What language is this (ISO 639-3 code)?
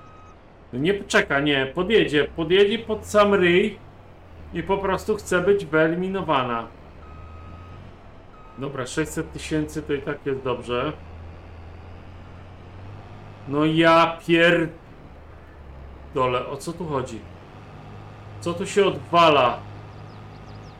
pol